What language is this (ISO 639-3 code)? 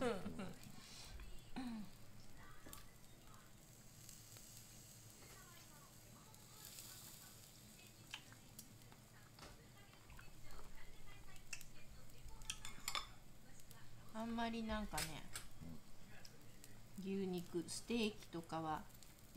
jpn